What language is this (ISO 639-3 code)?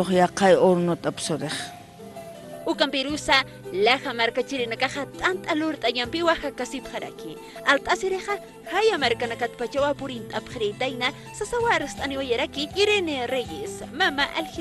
aym